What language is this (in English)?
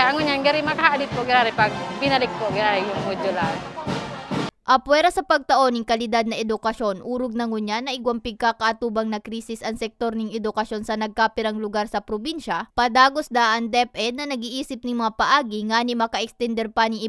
Bikol